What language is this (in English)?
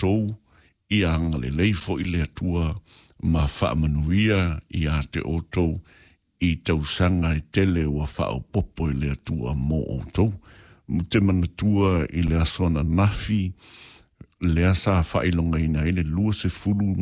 Samoan